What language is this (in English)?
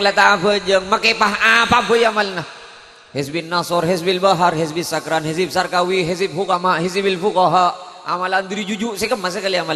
Madurese